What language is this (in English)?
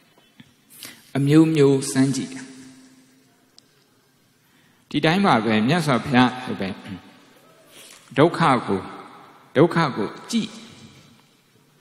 Burmese